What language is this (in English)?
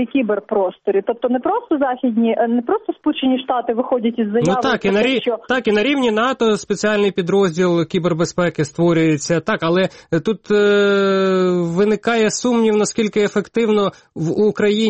Ukrainian